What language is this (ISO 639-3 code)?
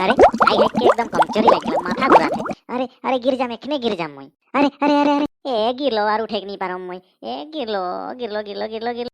sck